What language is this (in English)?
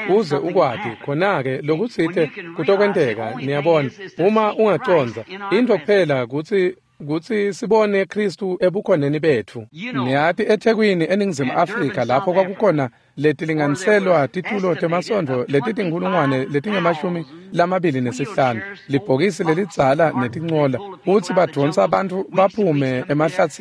Swati